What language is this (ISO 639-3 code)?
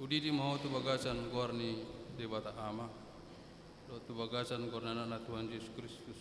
bbc